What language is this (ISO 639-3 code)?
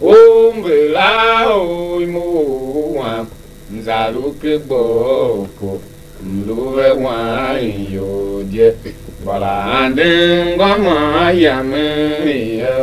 tiv